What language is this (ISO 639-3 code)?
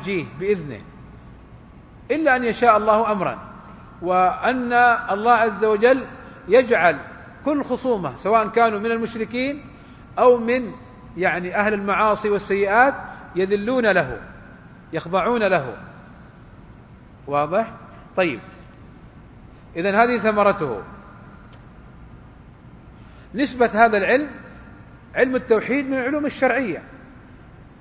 ara